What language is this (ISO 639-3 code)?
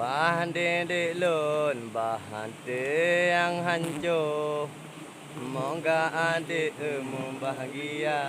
ace